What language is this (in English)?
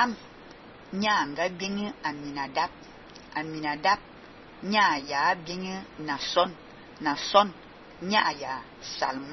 Fang